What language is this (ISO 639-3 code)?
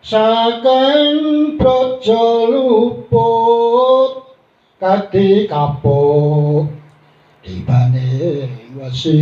jav